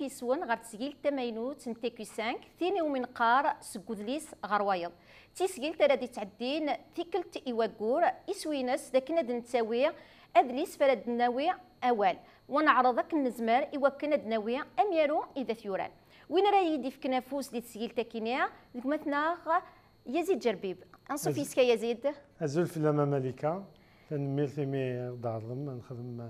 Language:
Kabyle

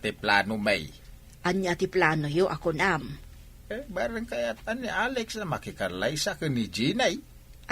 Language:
Iloko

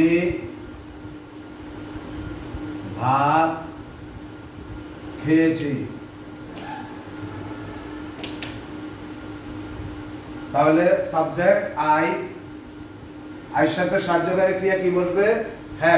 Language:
Bangla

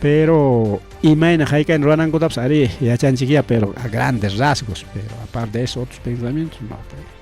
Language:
Ayacucho Quechua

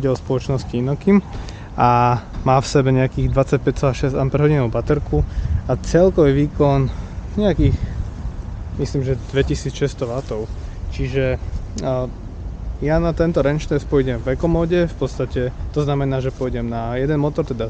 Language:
Slovak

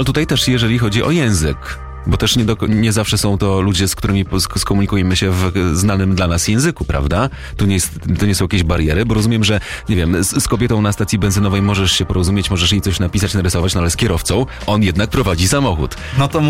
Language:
Polish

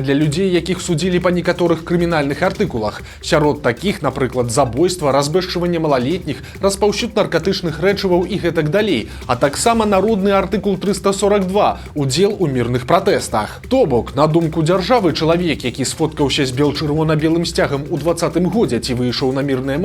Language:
Belarusian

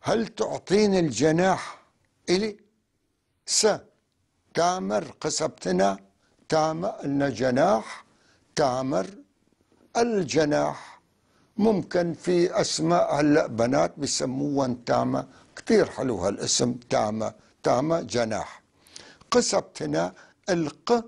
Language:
North Levantine Arabic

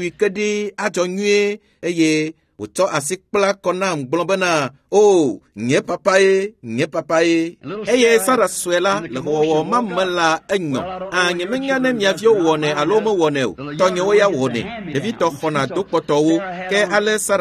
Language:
Ewe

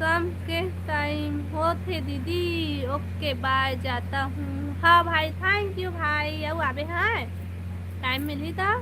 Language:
Chhattisgarhi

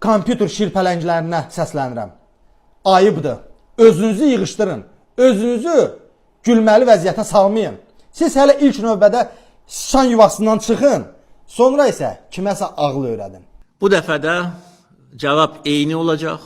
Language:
Azerbaijani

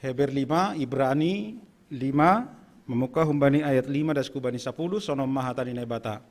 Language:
Batak Simalungun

